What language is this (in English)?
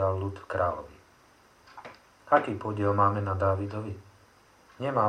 Slovak